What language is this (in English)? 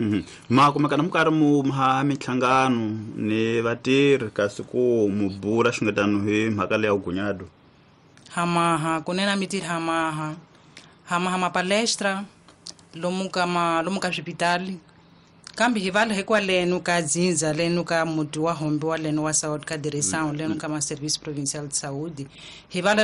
Tsonga